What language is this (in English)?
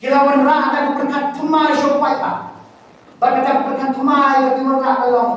Khasi